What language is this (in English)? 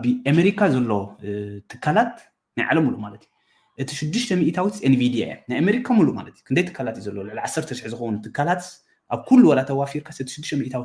Tigrinya